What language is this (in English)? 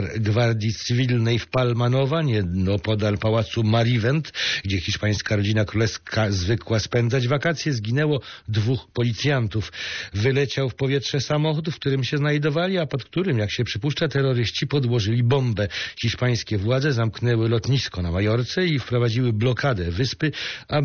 Polish